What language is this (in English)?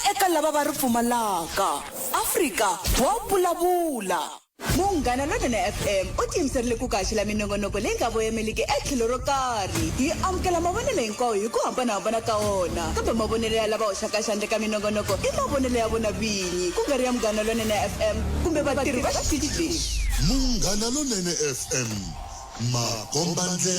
Tsonga